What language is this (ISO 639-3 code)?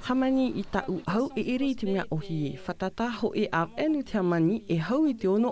tah